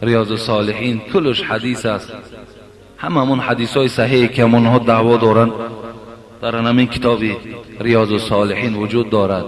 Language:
Tajik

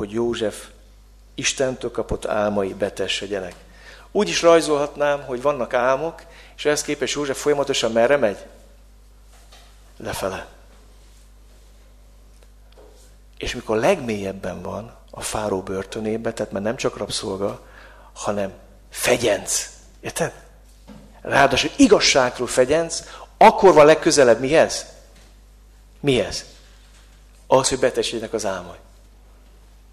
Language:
Hungarian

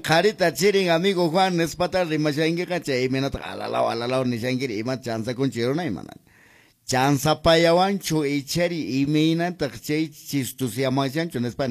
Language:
Quechua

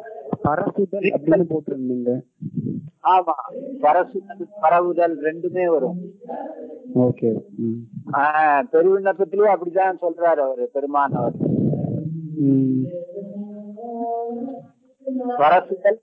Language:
Tamil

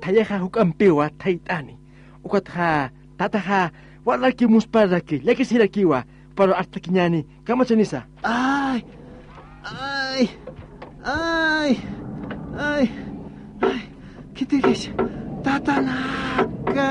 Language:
Aymara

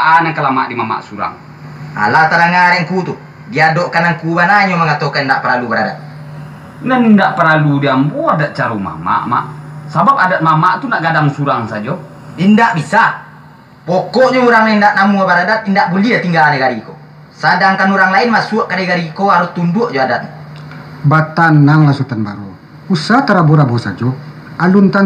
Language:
Minangkabau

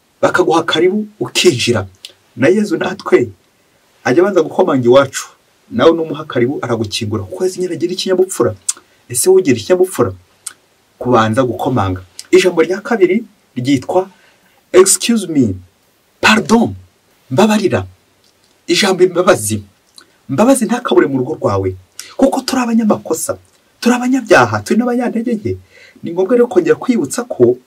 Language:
Kinyarwanda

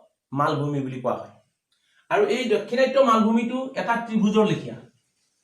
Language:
Assamese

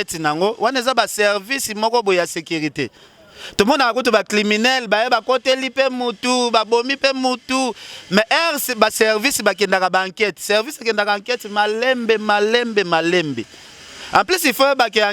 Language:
Lingala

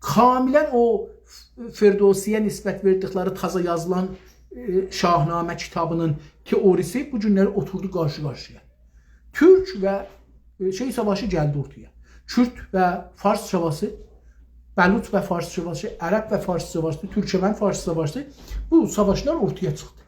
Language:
South Azerbaijani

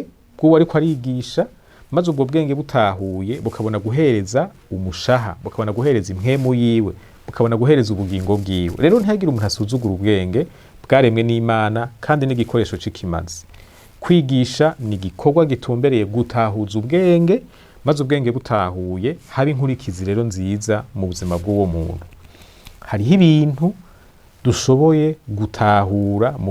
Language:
Rundi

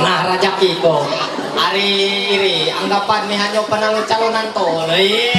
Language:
Ma'anyan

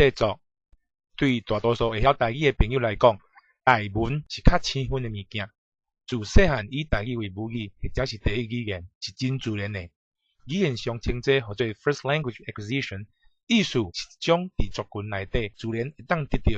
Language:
Min Nan Chinese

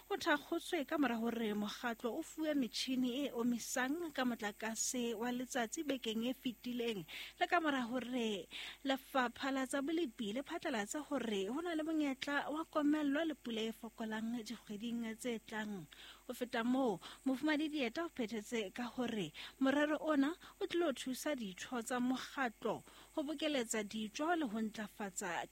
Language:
Southern Sotho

